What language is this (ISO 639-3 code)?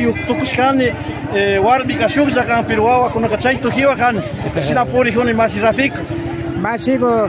qvi